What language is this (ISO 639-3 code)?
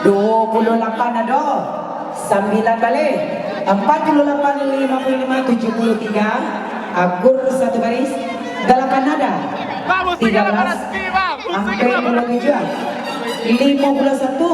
min